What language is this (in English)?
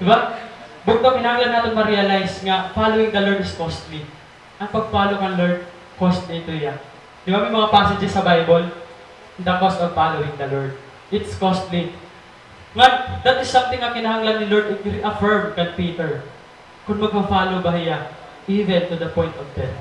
Waray